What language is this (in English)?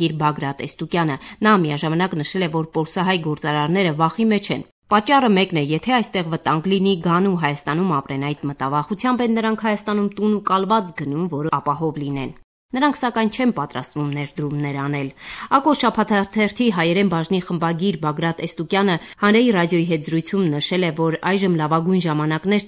Armenian